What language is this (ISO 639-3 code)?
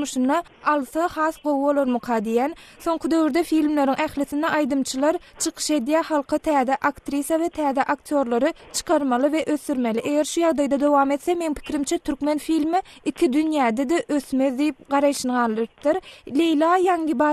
tuk